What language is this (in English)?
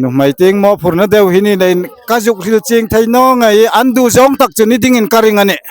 Hmar